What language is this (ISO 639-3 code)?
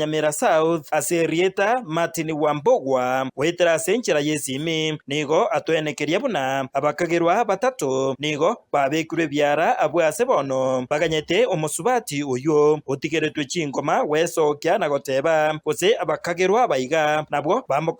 guz